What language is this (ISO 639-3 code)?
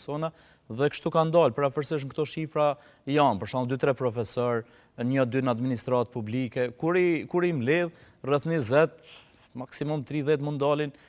sqi